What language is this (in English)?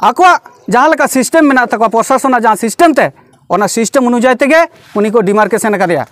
Santali